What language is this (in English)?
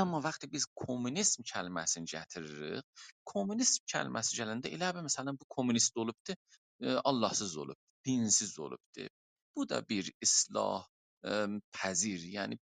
South Azerbaijani